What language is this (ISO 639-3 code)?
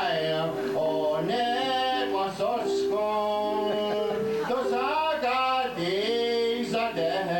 moh